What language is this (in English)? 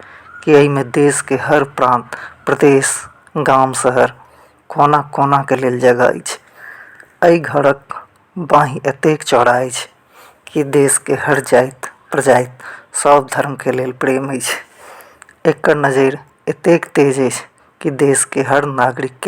Maithili